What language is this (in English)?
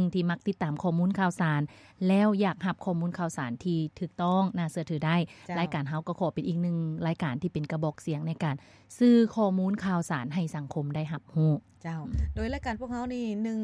Lao